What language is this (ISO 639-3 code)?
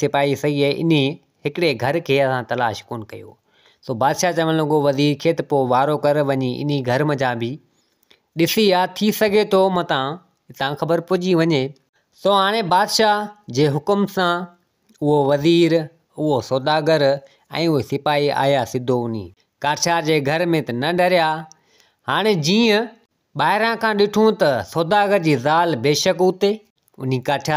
snd